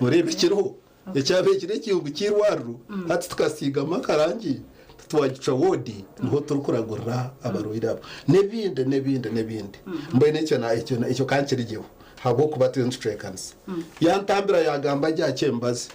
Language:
Nyankole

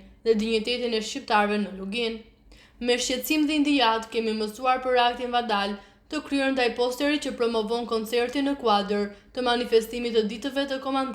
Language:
Albanian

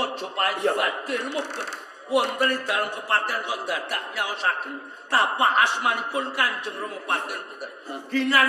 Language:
Javanese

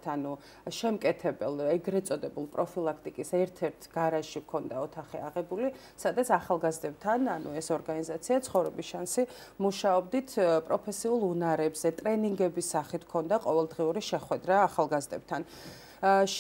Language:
Georgian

